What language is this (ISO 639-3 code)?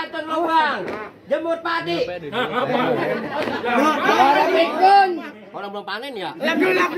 bew